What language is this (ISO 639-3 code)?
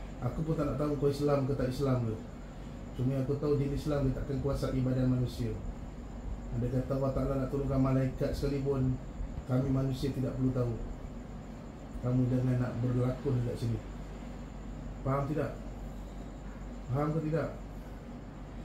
msa